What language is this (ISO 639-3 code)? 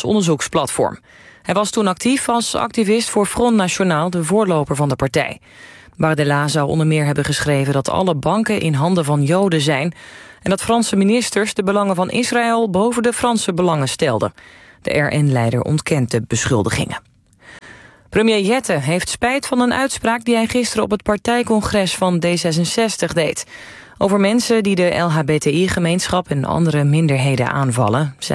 nld